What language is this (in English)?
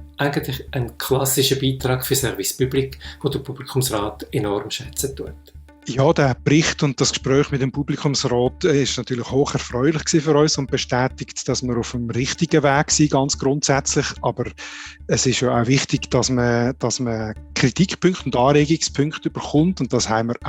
Swiss German